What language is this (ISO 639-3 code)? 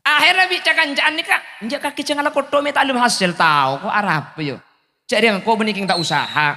mad